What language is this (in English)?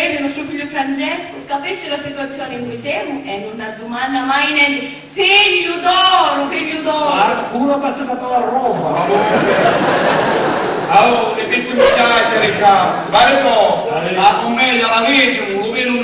Sicilian